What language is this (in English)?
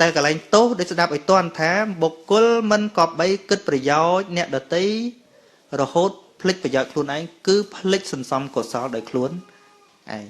Khmer